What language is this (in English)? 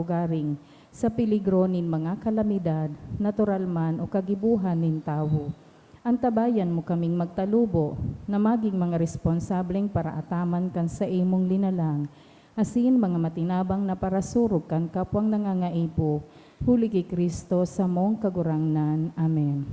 Bikol